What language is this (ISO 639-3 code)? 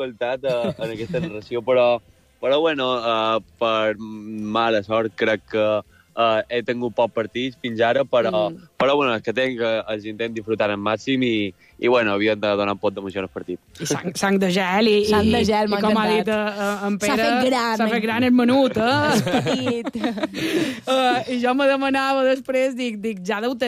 cat